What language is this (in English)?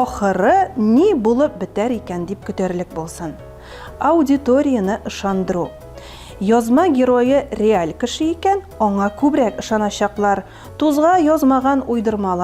Tatar